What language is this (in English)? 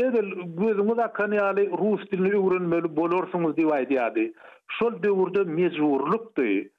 Turkmen